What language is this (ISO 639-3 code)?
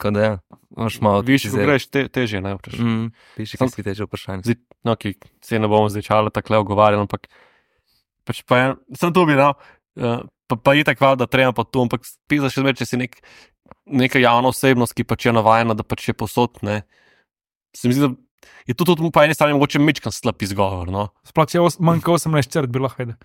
slv